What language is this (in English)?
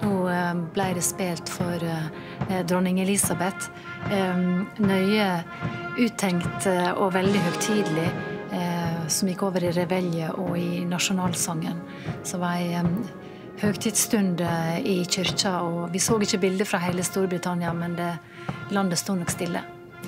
Norwegian